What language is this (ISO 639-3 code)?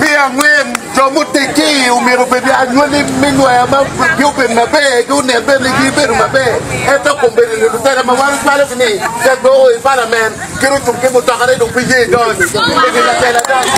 ach